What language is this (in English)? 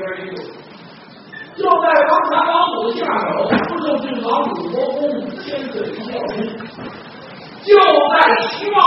Chinese